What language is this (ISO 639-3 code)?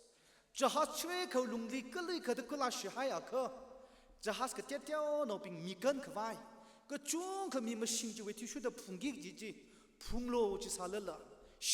nmf